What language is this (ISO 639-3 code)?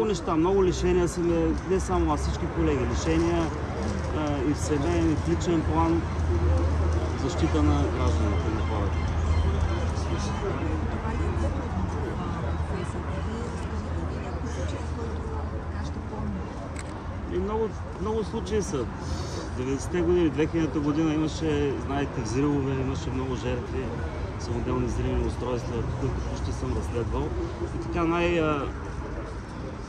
bul